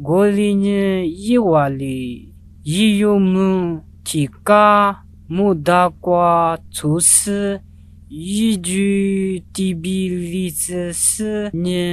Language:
Lisu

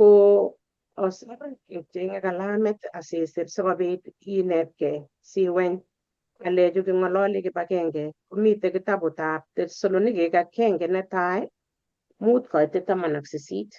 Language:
Kalenjin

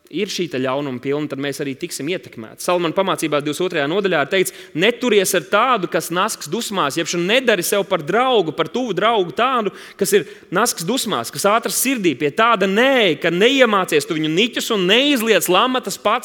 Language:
Latvian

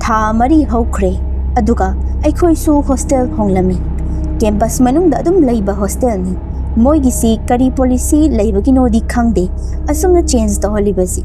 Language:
Manipuri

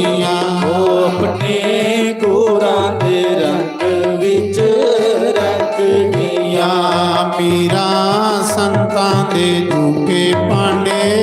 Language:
Dogri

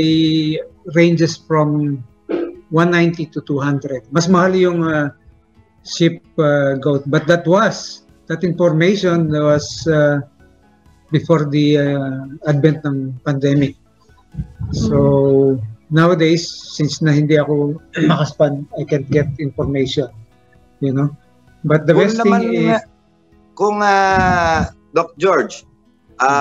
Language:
Filipino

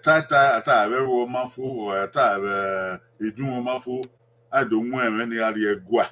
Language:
Bini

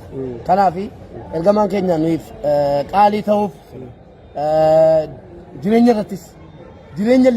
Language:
Oromo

